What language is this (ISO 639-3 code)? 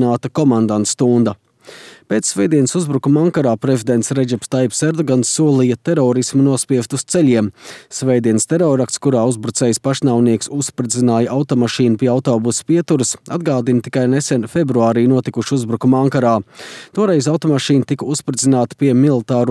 lav